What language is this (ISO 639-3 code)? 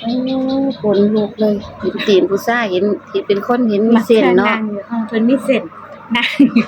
lao